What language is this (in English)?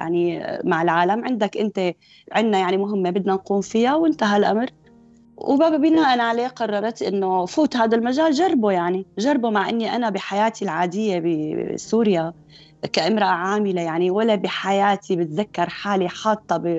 North Levantine Arabic